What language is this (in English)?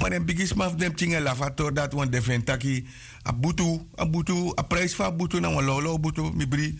Sranan Tongo